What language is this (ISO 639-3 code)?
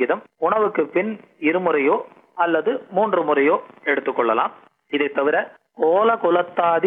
tam